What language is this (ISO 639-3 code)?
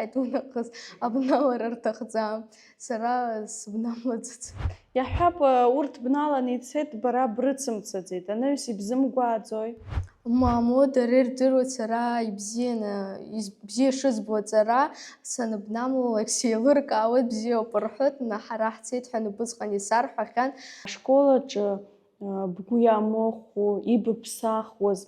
abk